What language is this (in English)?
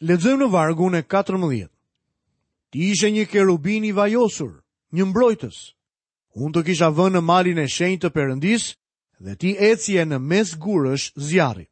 Albanian